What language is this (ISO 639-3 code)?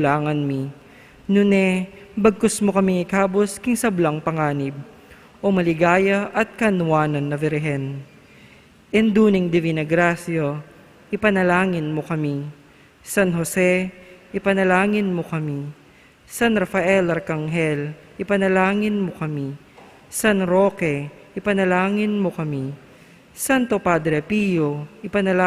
pam